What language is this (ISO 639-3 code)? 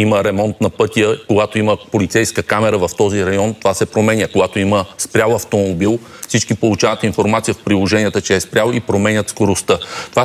bul